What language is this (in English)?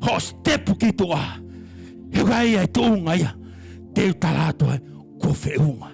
Tongan